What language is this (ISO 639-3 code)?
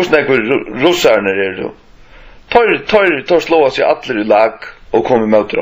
fao